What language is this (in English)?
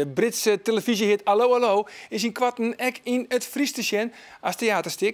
Western Frisian